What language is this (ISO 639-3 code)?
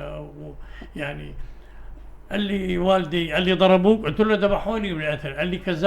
apc